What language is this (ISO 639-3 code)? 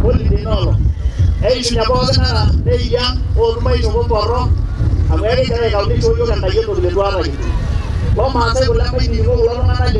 mas